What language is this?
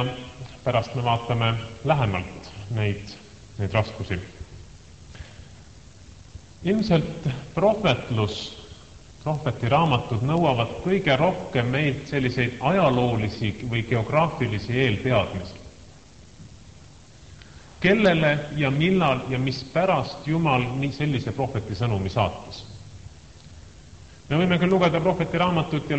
Estonian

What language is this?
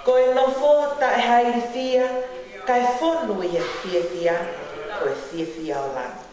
Tongan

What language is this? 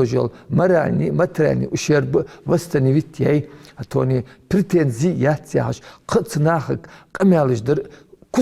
Ingush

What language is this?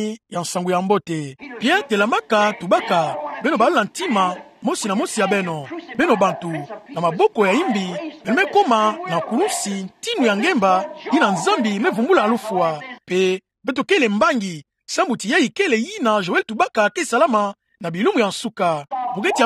Kituba (Democratic Republic of Congo)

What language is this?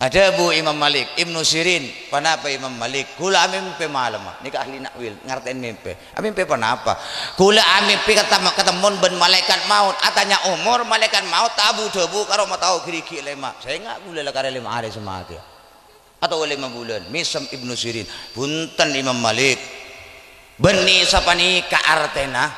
Madurese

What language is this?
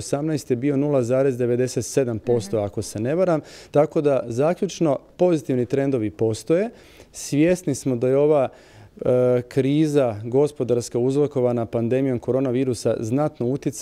Croatian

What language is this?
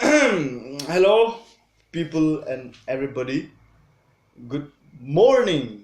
Hmar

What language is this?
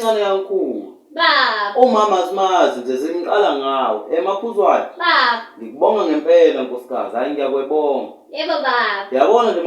Zulu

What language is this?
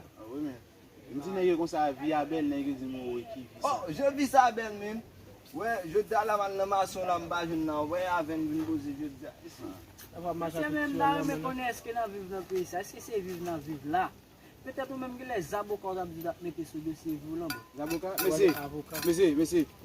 Haitian Creole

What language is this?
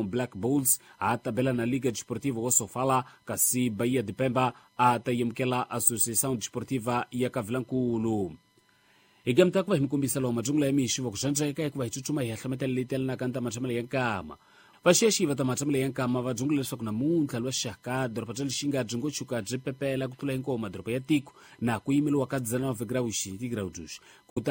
Tsonga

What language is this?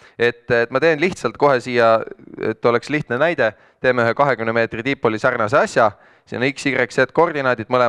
Estonian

